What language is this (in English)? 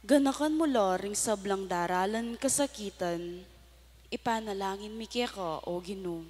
Pampanga